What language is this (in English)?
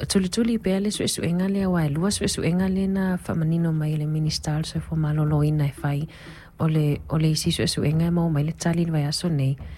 Samoan